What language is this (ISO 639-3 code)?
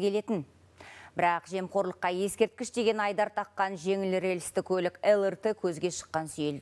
kaz